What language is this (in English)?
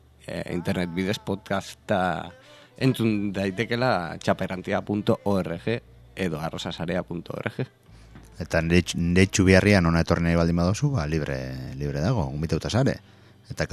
Basque